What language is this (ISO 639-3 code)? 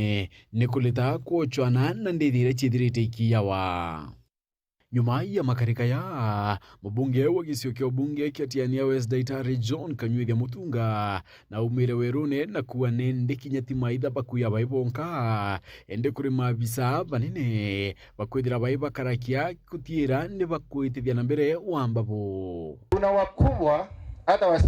mer